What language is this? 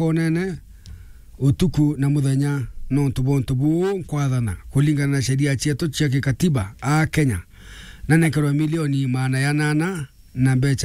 Meru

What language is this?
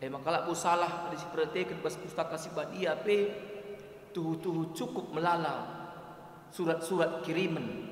Batak Karo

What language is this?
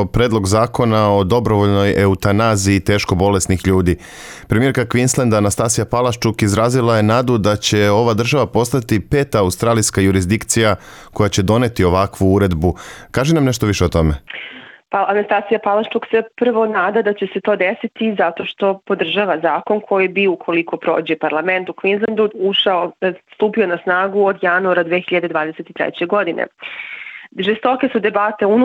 Serbian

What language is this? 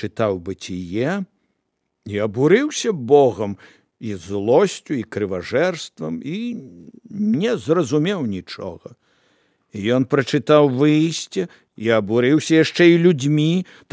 Belarusian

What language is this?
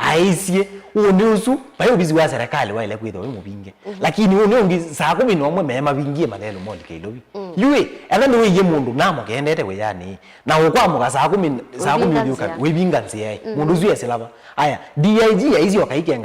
Kamba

